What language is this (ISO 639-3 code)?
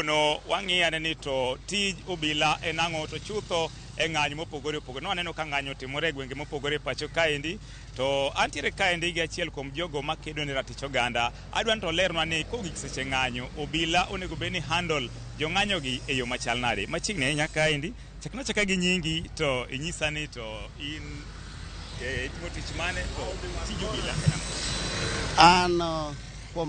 luo